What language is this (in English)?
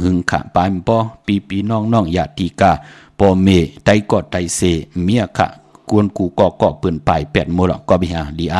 Shan